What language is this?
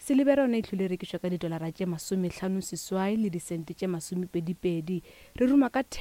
Northern Sotho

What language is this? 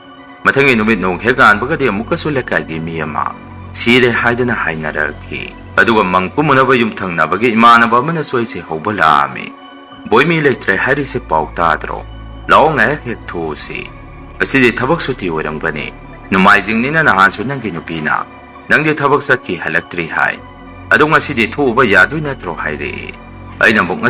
Manipuri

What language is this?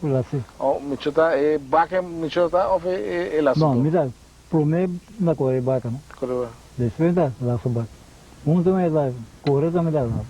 Papiamento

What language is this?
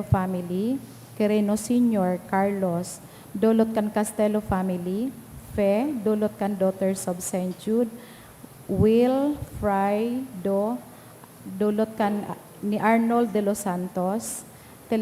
Bikol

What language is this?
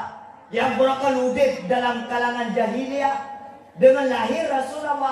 Achinese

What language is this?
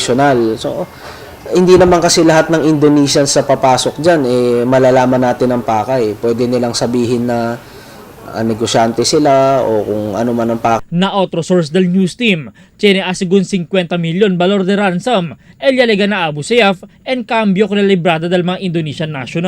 Chavacano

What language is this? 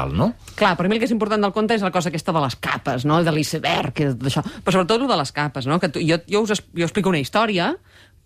Catalan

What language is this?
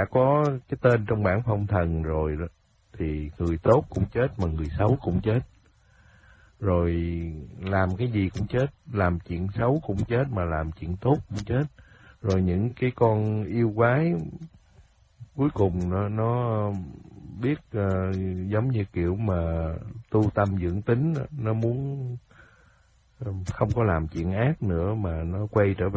Vietnamese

